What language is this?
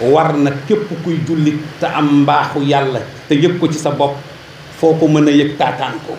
Wolof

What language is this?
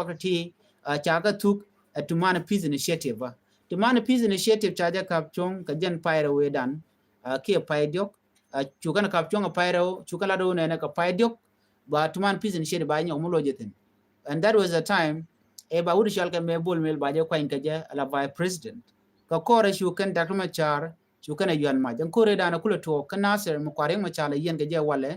Nuer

